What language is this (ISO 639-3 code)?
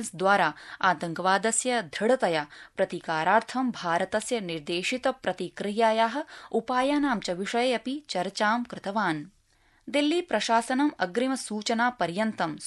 san